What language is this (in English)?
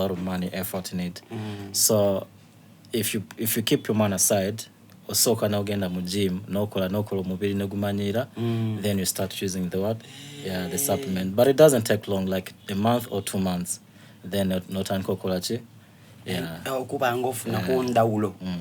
Soga